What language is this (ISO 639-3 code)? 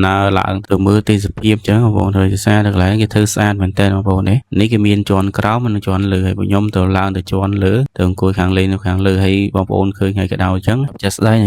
khm